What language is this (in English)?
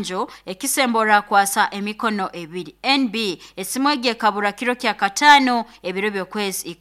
Nyoro